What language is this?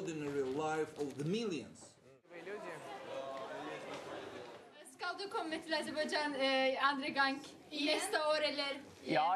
Norwegian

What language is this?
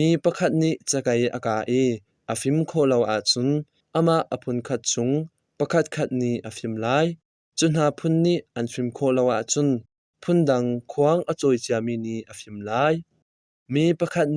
Hakha Chin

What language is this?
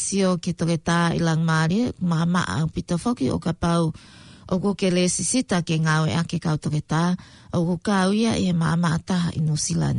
Tongan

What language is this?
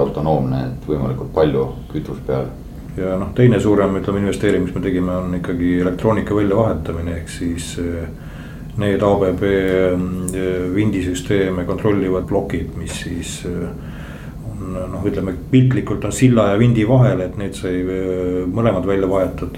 Estonian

